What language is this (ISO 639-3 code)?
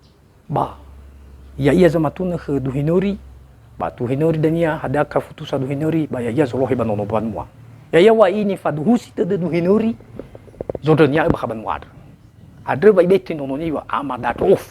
nia